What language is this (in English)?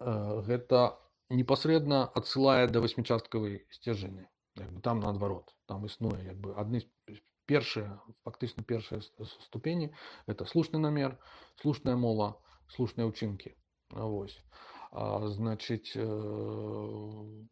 Belarusian